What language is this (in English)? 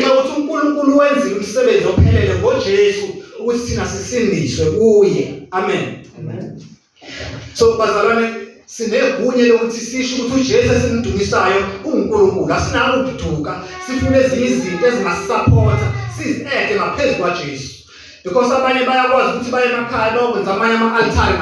Zulu